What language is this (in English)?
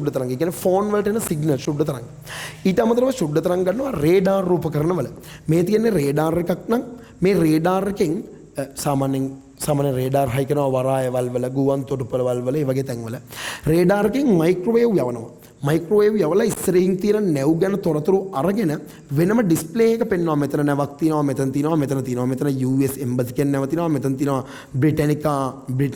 Sinhala